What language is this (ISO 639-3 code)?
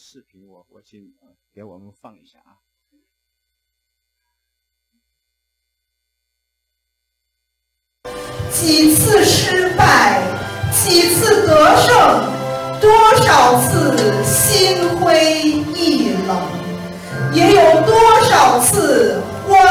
zho